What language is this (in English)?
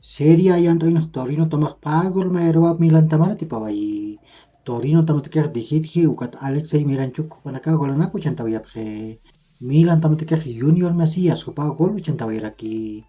Aymara